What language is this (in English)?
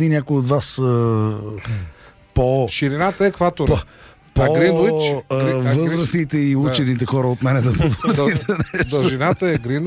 Bulgarian